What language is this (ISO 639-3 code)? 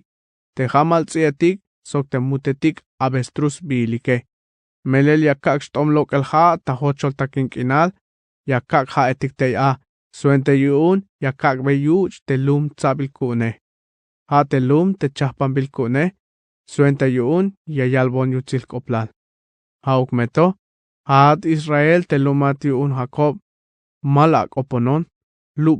tzh